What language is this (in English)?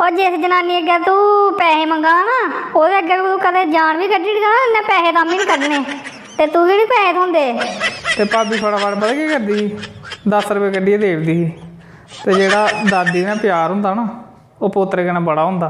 Dogri